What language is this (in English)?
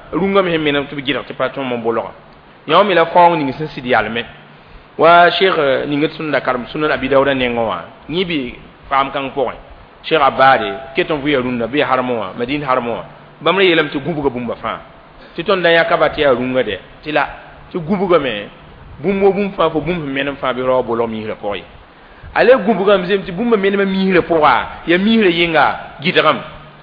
Mossi